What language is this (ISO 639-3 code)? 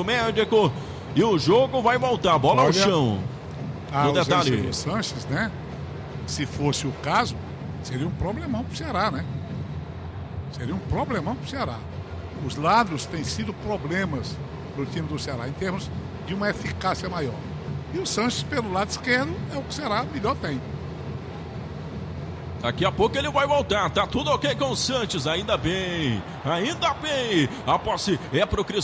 por